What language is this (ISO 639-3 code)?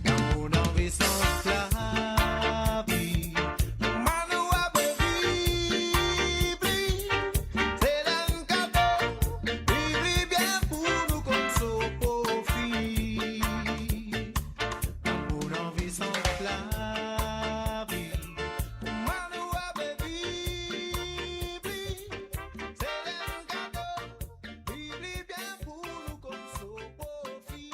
mfe